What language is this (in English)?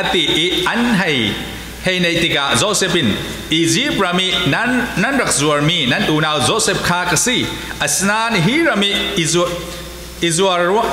Falam Chin